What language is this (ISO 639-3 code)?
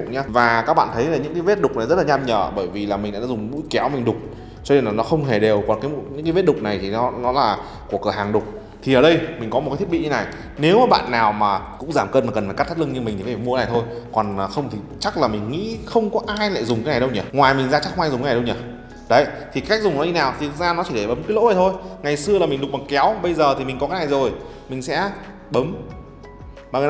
vie